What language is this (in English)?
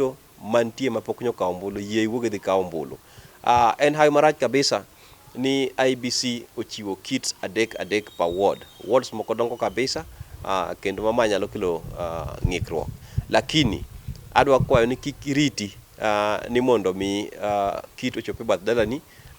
Luo (Kenya and Tanzania)